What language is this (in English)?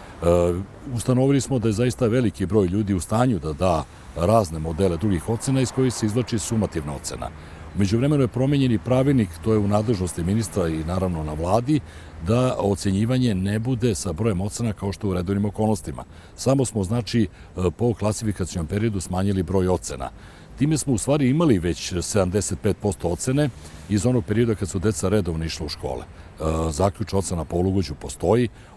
Serbian